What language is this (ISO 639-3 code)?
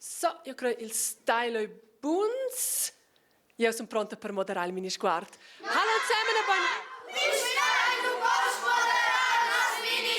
roh